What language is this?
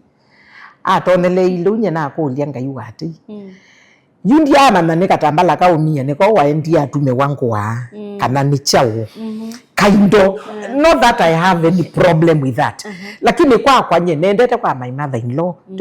Kamba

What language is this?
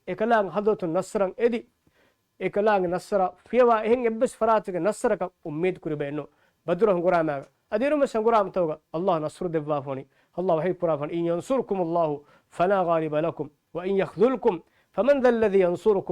Divehi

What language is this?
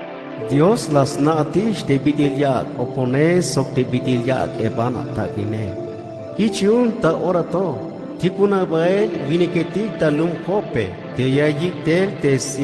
Tzeltal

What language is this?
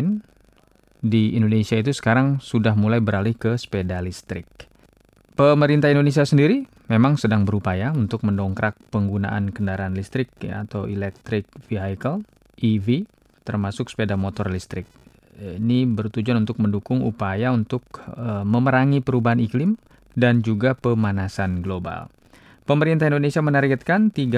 Indonesian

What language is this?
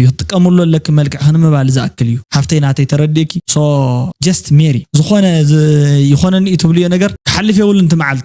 Tigrinya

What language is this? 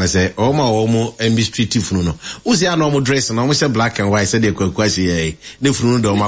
Akan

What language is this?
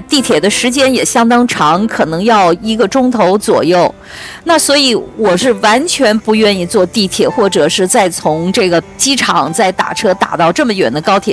Chinese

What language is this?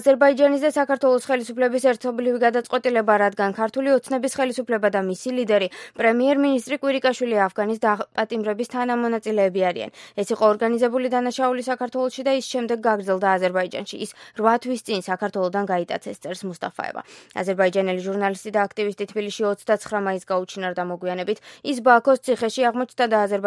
Georgian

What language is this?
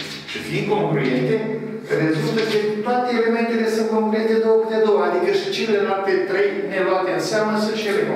Romanian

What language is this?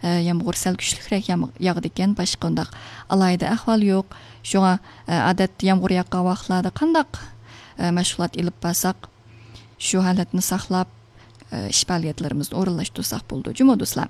Uyghur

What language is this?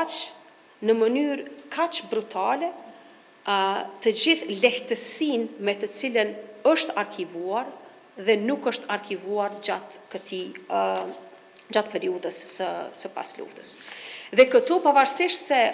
Albanian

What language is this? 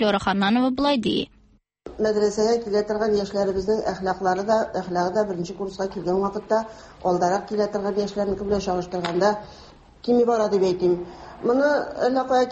Tatar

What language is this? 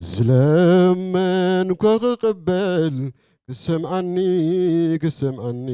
Tigrinya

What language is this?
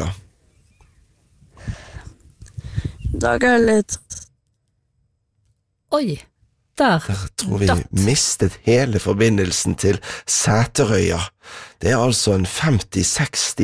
Norwegian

